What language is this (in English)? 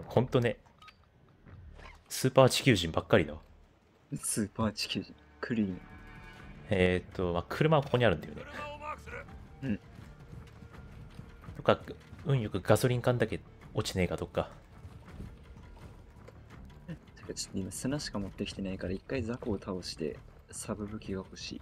Japanese